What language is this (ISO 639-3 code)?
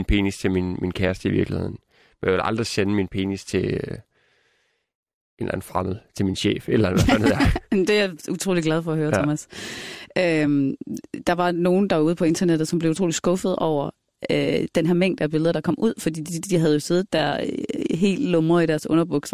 dan